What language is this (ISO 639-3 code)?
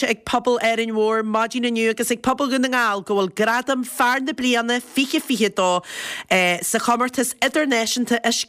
gle